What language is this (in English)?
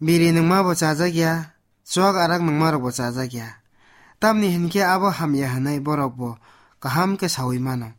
Kok Borok